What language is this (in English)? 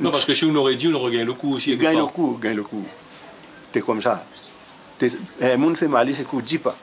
Réunion Creole French